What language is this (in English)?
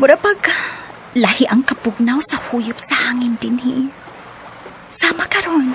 Cebuano